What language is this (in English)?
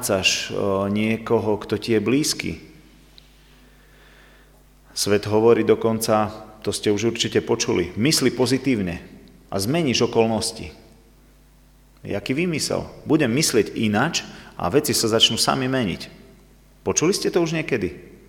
Slovak